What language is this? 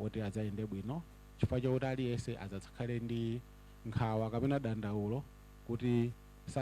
Nyanja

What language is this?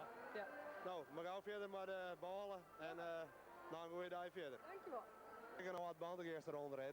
Western Frisian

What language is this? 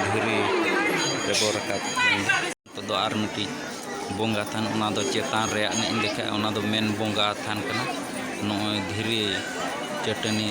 Santali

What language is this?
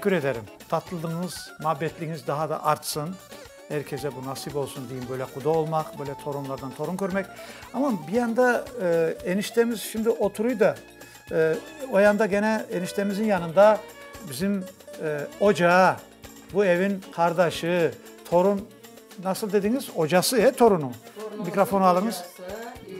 Crimean Tatar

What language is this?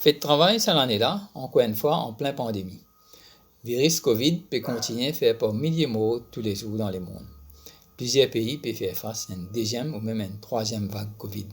Morisyen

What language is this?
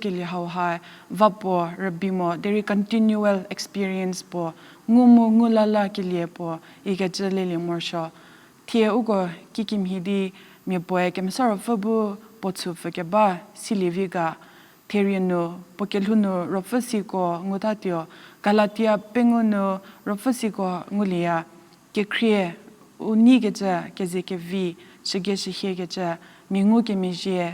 Angami Naga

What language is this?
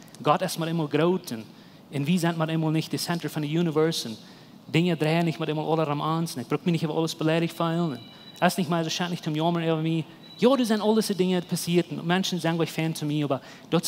Plautdietsch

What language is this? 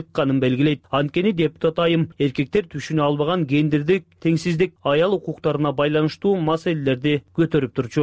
Kyrgyz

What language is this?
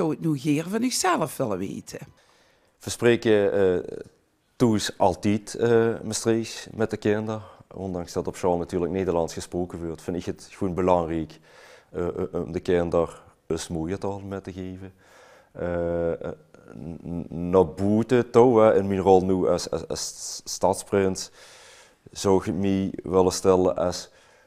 Limburgish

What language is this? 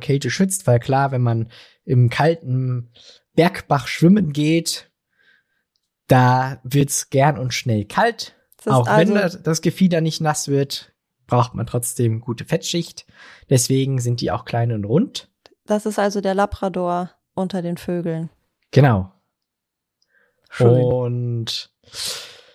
German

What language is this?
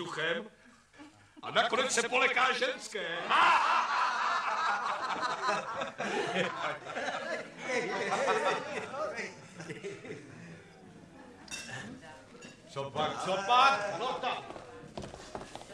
Czech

